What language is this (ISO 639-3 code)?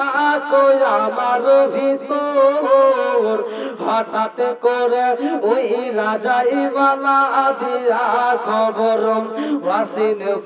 ben